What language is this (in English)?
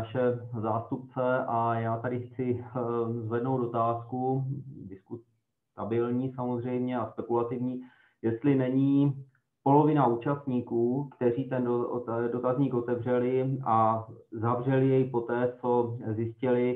Czech